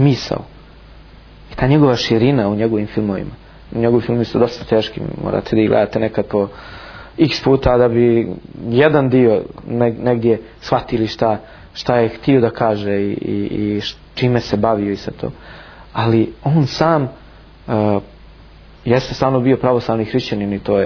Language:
Bosnian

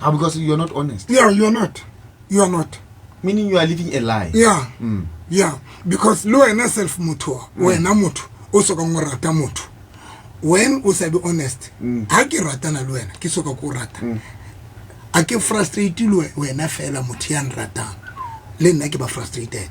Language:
Southern Sotho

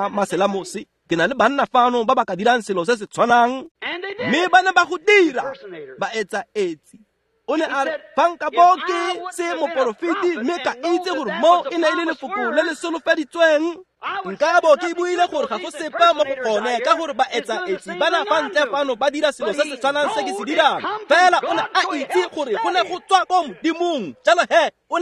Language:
Tswana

